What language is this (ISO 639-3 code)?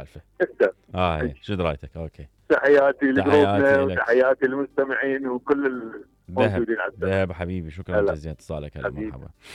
acm